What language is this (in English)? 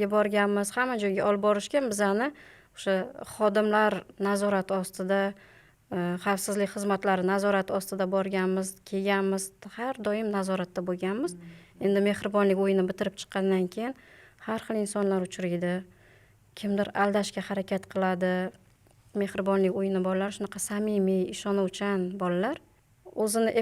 Uzbek